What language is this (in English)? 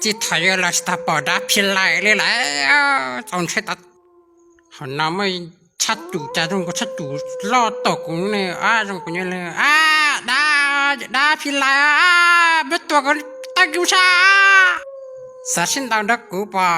Hmong